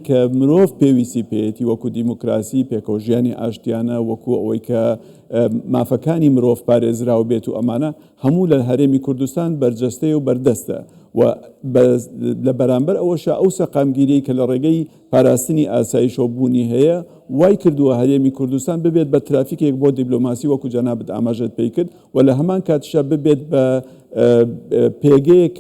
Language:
Central Kurdish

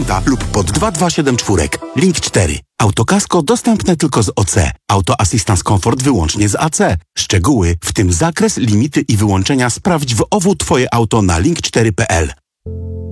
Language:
Polish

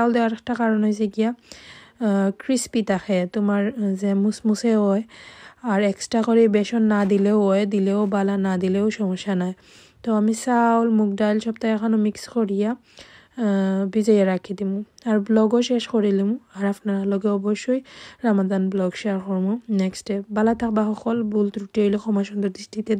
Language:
Sylheti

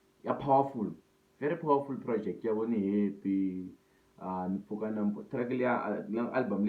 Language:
Tsonga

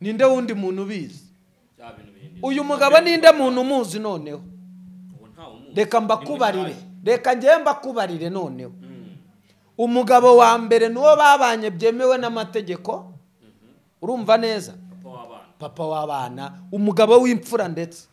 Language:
Kinyarwanda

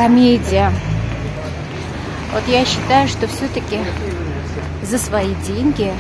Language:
Russian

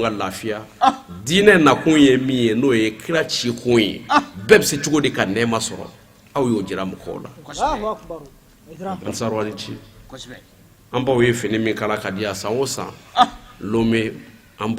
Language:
Bambara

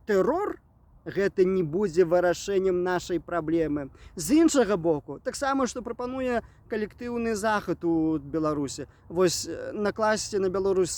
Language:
Belarusian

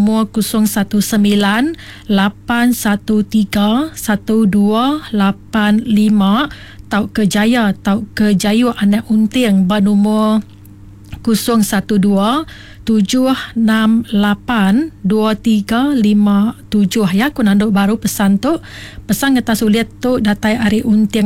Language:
Iban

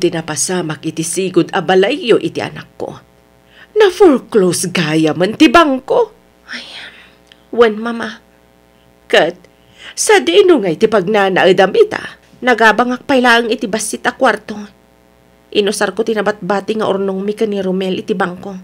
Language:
Iloko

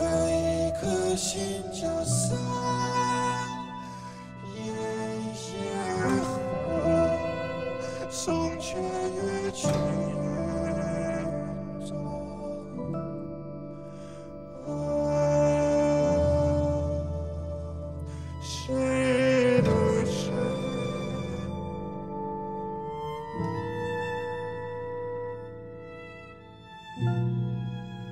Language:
Chinese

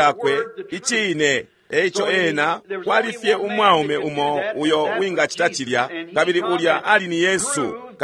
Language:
Bemba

